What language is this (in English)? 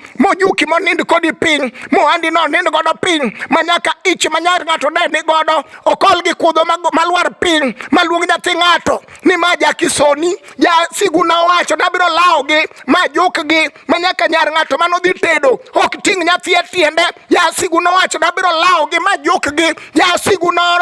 Luo (Kenya and Tanzania)